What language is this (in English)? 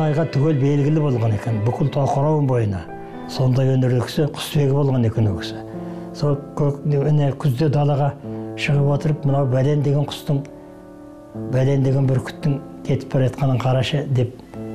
Kazakh